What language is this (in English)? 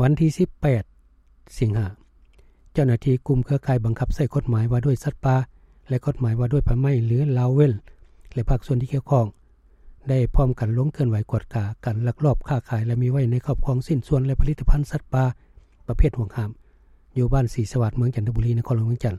Lao